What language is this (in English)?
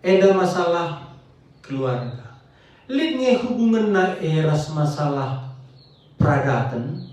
Batak Karo